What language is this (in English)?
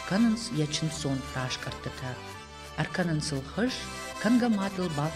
Ossetic